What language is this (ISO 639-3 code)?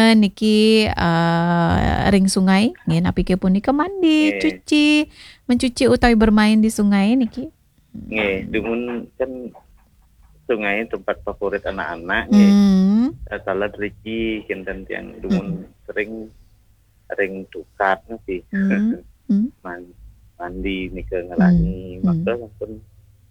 ban